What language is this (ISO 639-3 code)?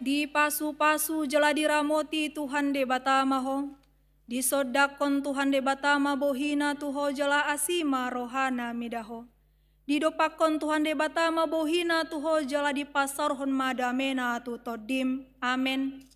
bbc